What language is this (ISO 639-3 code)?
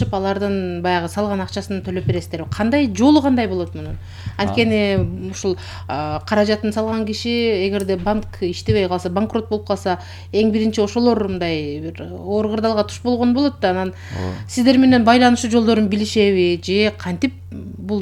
kir